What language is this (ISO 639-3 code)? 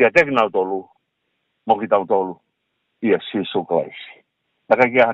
ton